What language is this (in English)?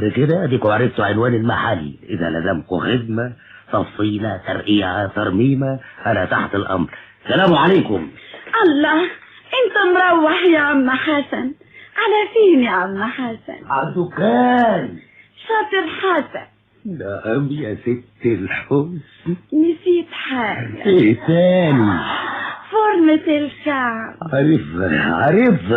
Egyptian Arabic